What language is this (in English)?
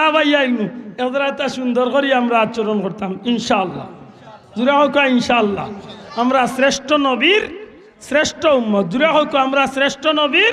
Sylheti